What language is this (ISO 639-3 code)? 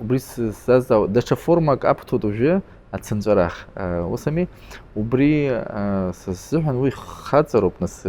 abk